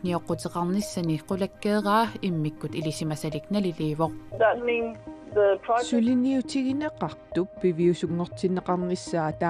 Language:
Kalaallisut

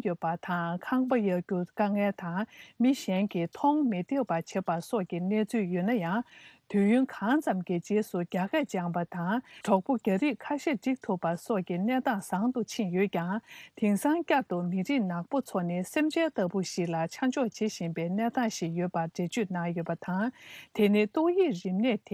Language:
Tibetan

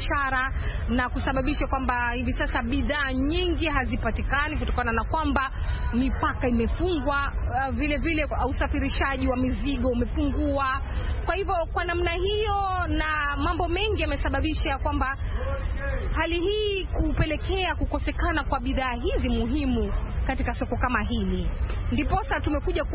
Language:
Swahili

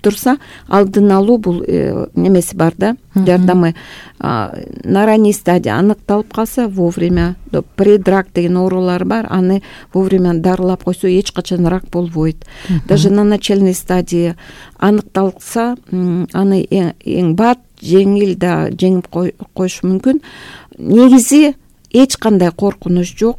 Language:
Kyrgyz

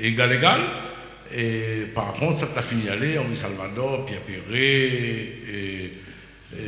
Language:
Réunion Creole French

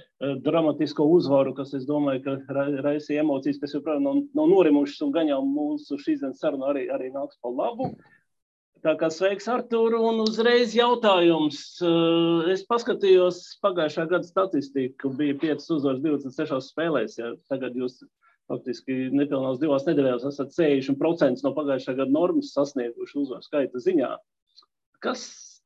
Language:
Latvian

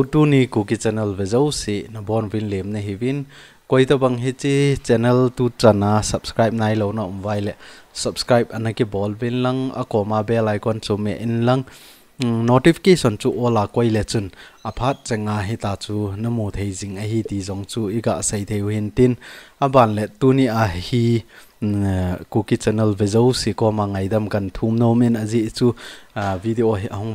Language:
Thado Chin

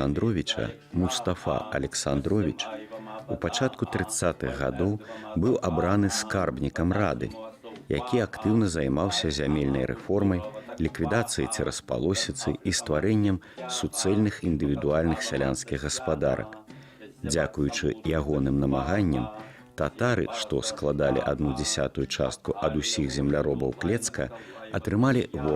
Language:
Belarusian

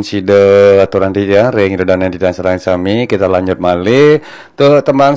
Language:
Balinese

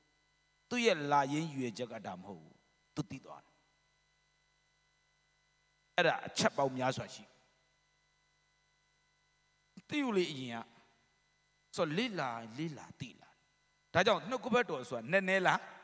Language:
Burmese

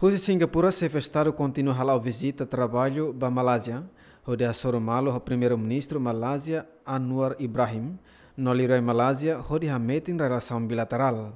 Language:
Tetum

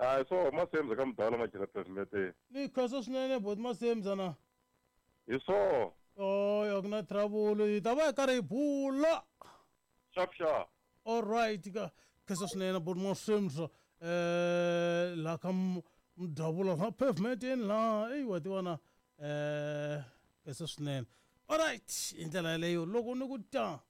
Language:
Tsonga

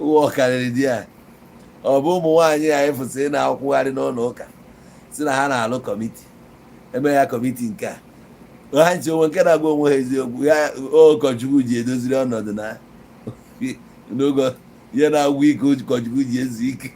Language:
Igbo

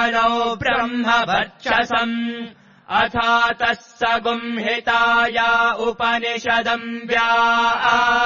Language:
Sanskrit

